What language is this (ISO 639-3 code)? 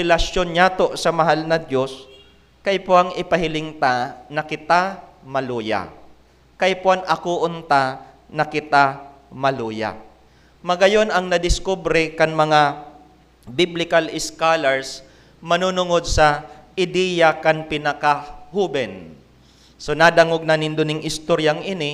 bik